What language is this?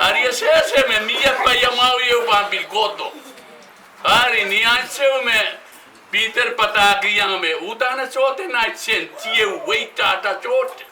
Pohnpeian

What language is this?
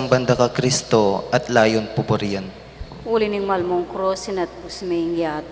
Pampanga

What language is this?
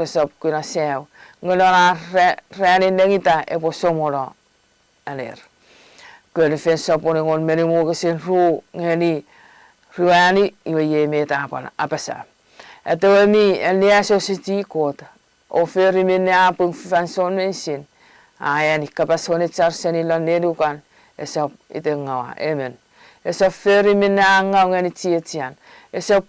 Chuukese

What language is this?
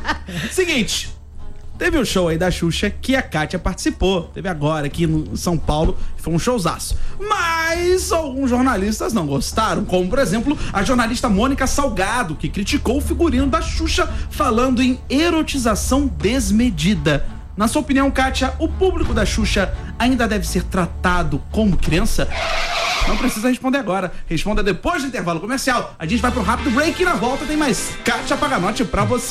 Portuguese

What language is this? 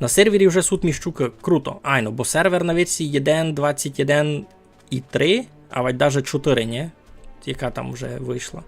Rusyn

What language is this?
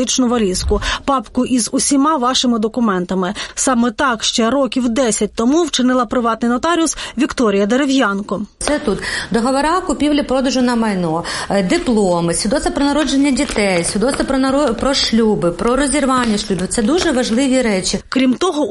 Ukrainian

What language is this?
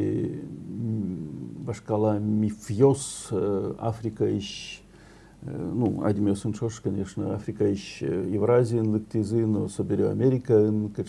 Udmurt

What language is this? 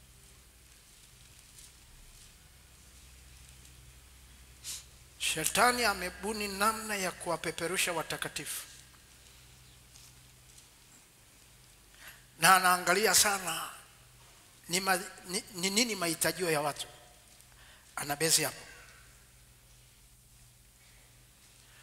Swahili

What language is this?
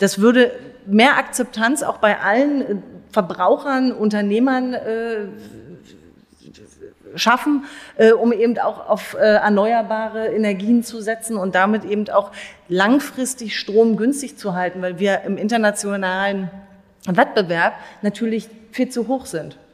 German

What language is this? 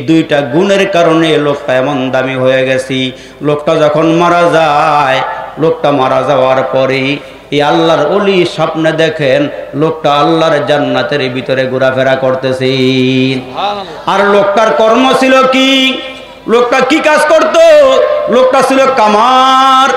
Bangla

